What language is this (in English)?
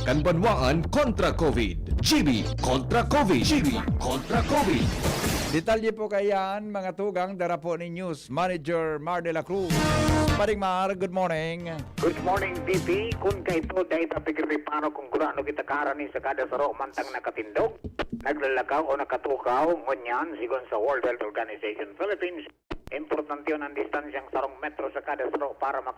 Bikol